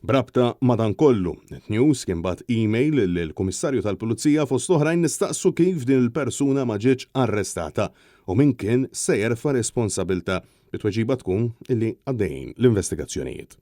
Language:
Maltese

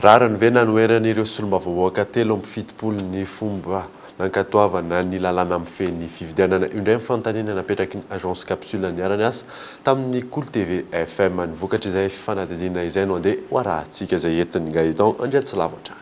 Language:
Malagasy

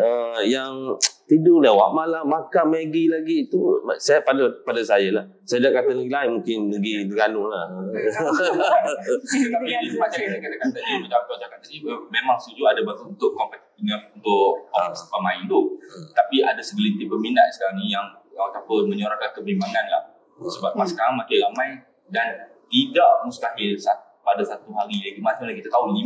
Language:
Malay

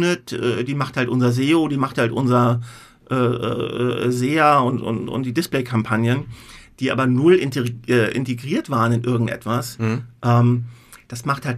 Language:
German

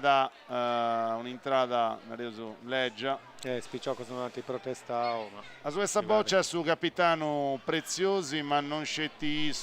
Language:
Sardinian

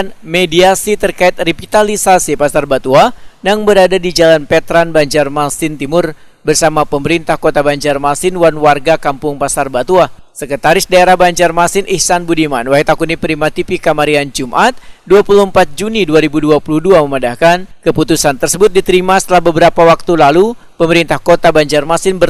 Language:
Banjar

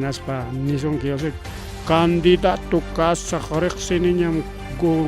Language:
Ayacucho Quechua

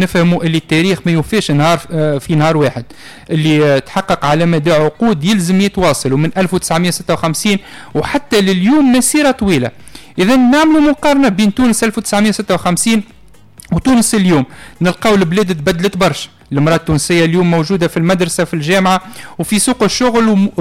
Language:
Tunisian Arabic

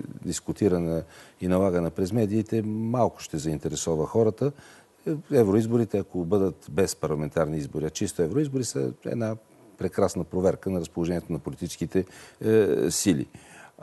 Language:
Bulgarian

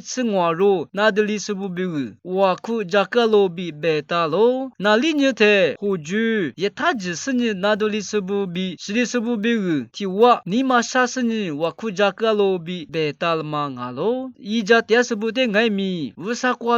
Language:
Lisu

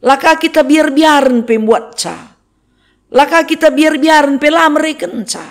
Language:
Batak Karo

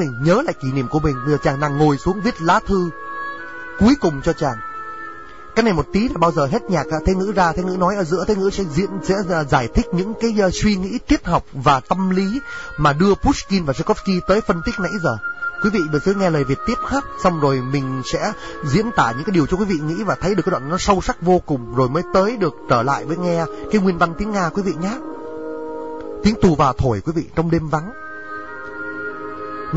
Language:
Vietnamese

